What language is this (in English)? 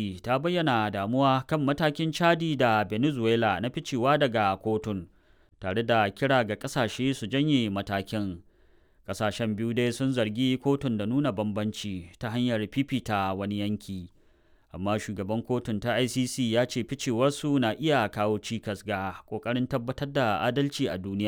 Hausa